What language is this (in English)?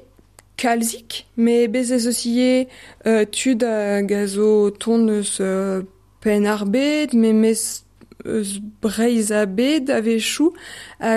Breton